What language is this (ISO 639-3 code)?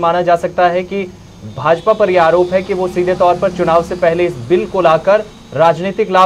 hin